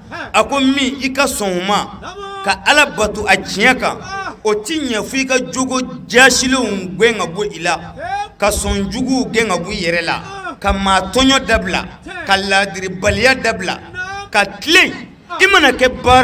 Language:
Bambara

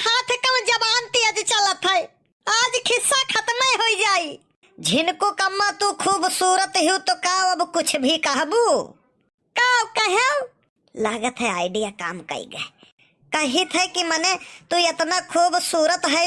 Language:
Awadhi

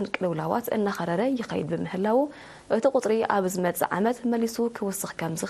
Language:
Tigrinya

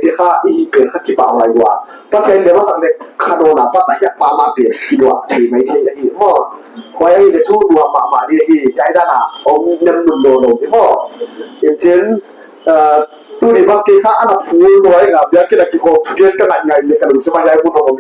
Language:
Paite Chin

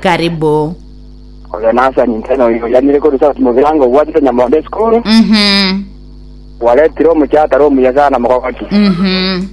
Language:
Gusii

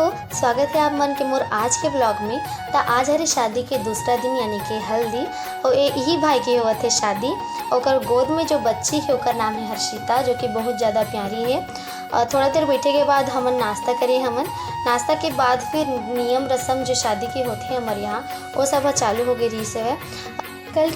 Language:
Chhattisgarhi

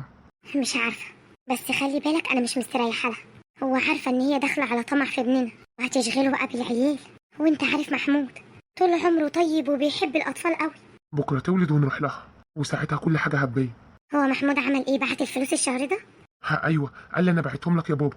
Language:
Egyptian Arabic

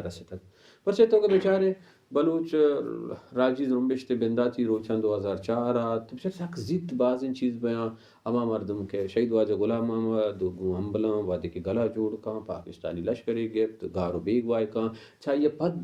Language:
Baluchi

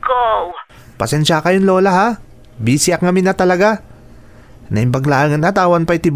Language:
Iloko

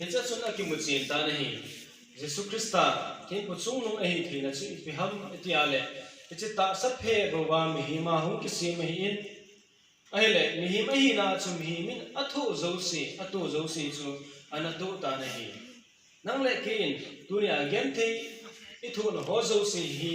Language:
Thado Chin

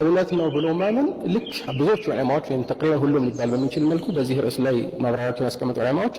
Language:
Amharic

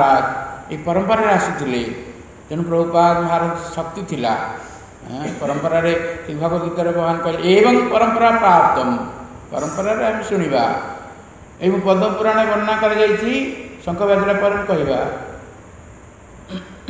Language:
Odia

